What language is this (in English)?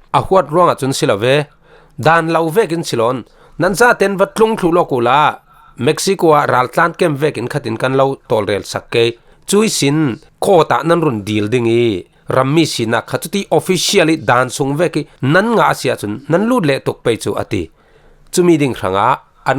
Falam Chin